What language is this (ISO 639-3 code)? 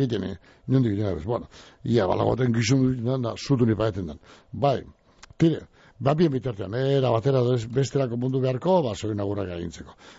eus